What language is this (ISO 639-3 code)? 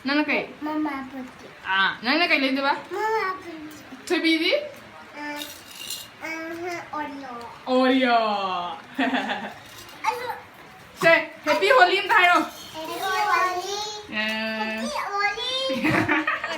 mni